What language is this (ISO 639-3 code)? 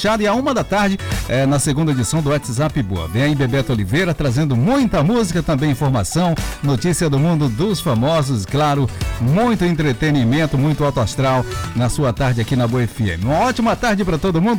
por